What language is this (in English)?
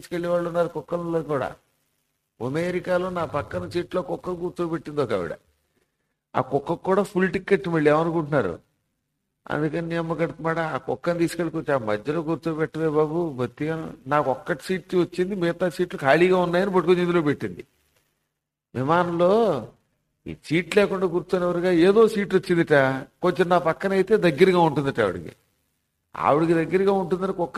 Telugu